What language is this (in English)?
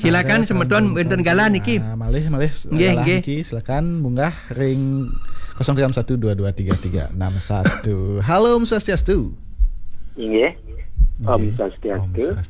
Balinese